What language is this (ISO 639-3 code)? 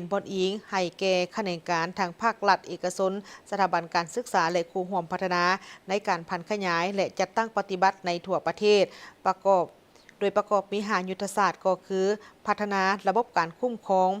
lao